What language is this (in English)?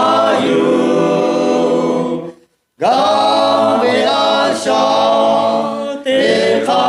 Lahu